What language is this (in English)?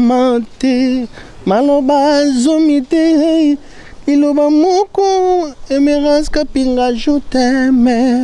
Lingala